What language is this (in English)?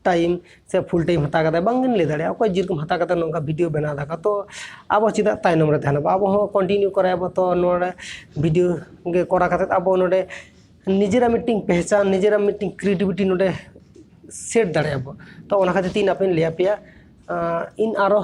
Santali